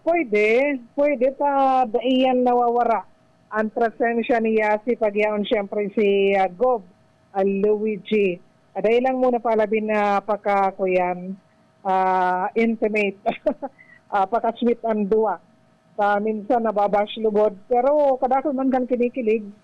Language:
Bikol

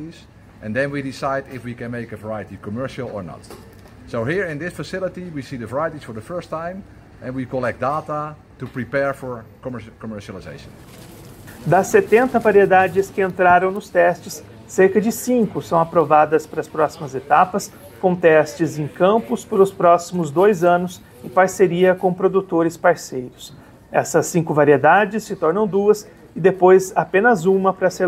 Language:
Portuguese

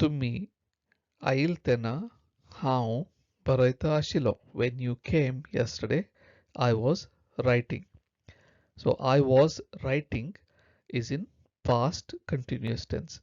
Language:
Konkani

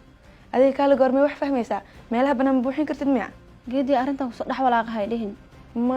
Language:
Somali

